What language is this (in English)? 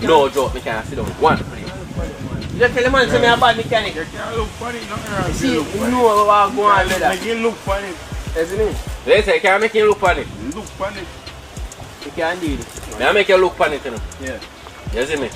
Jamaican Creole English